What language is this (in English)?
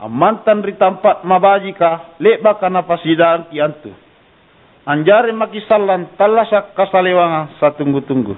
Makasar